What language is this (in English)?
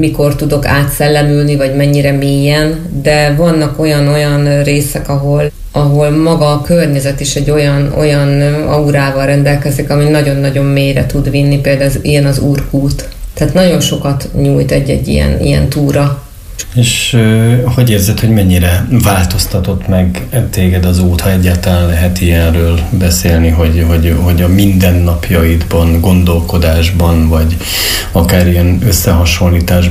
Hungarian